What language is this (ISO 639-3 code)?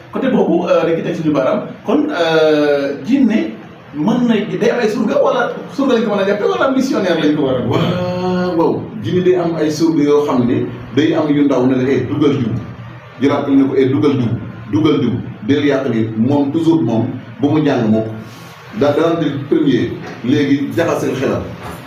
wol